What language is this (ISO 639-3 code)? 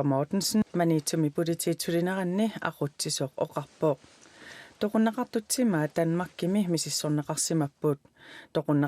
kal